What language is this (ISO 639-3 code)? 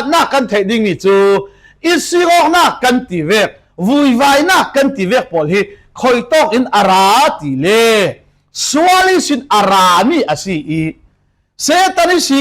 cfm